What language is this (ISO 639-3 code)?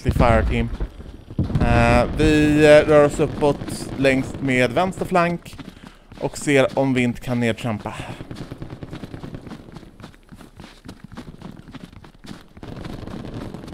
swe